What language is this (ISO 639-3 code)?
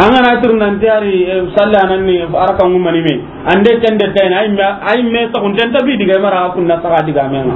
snk